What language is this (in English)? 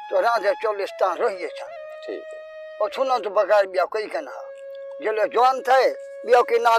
Saraiki